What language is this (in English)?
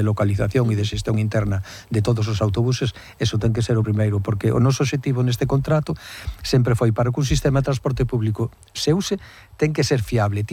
Galician